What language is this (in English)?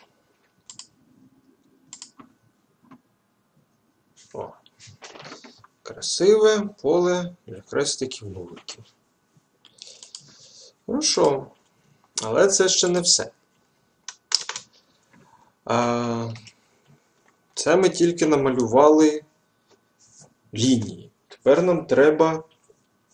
Ukrainian